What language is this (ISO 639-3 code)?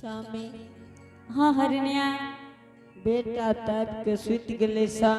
anp